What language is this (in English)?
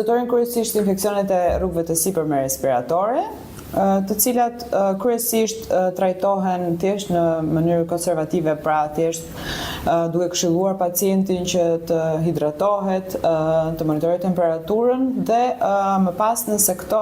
Albanian